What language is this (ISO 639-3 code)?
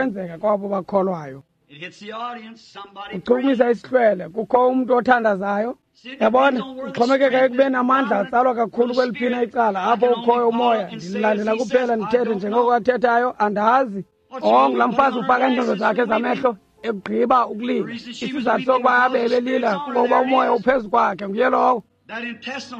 xho